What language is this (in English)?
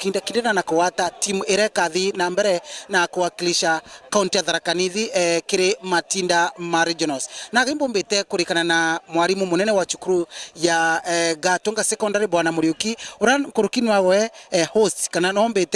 Meru